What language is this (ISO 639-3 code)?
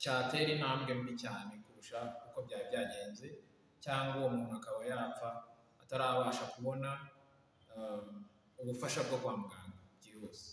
kin